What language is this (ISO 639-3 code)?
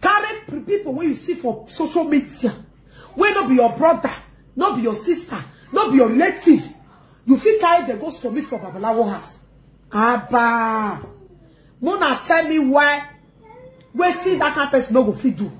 pcm